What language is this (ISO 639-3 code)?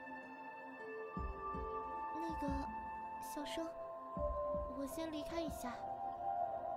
zho